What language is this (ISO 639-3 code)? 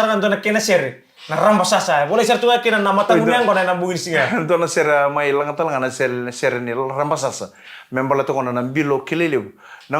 fij